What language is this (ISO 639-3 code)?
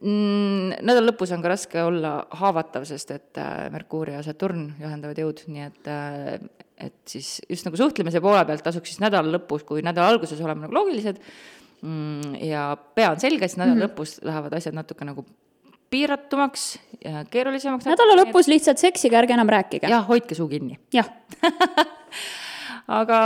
est